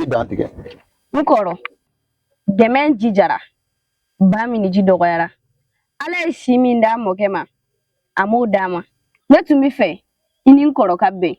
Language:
Bambara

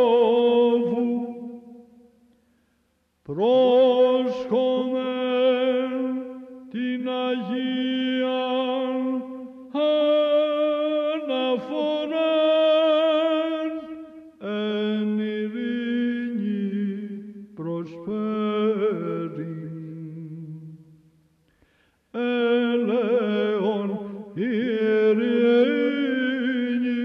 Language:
Greek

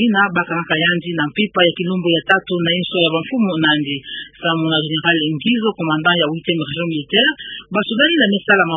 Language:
Kituba (Democratic Republic of Congo)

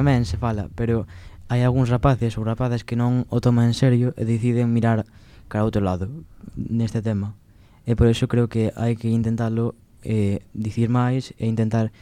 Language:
Galician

